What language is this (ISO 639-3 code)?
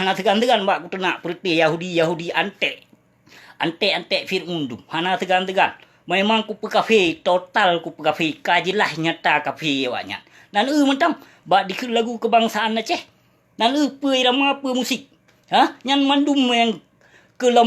ace